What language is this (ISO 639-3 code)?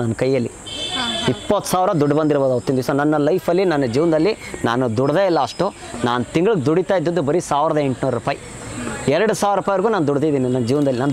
kan